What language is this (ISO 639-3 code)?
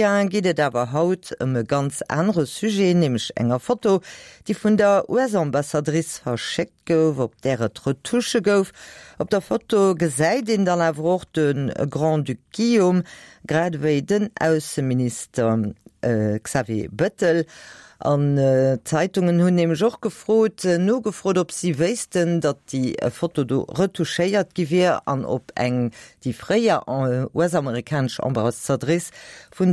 ltz